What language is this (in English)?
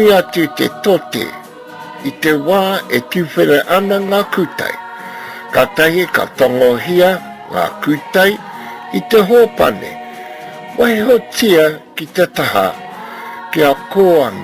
Māori